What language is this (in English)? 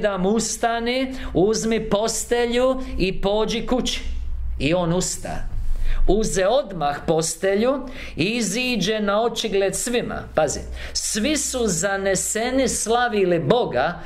Croatian